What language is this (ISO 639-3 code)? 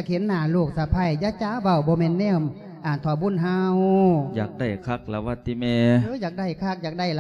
lao